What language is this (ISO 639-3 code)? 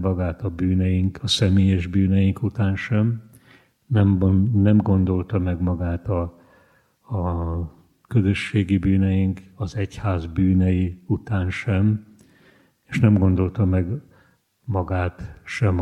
hun